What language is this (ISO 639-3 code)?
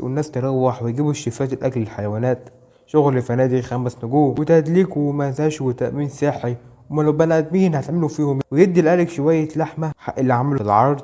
arz